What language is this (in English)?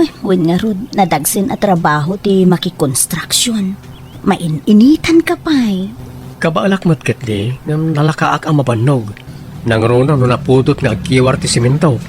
Iloko